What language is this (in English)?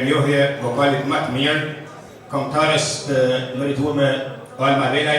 Albanian